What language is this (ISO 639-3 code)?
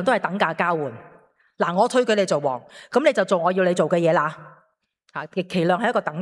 yue